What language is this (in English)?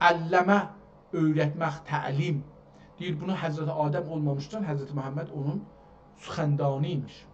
South Azerbaijani